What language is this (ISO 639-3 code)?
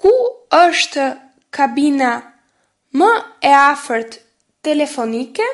sqi